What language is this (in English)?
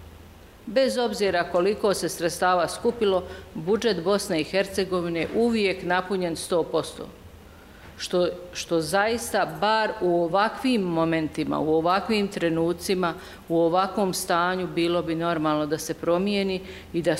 Bosnian